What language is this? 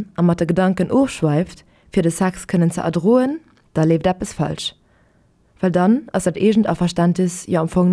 Luxembourgish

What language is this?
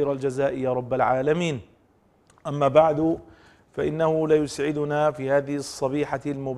Arabic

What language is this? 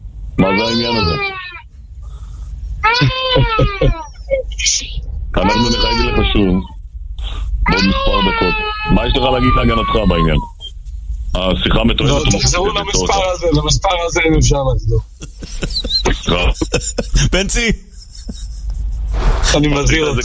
Hebrew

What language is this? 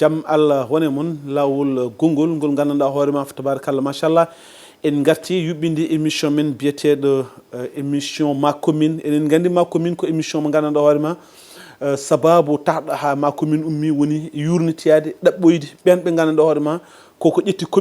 Fula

